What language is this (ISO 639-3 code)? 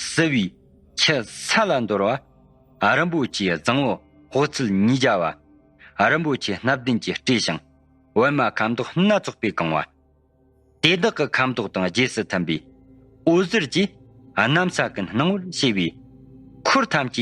bod